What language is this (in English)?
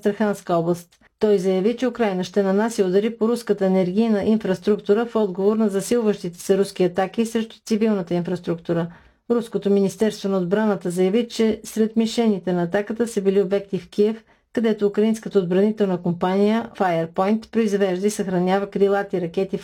Bulgarian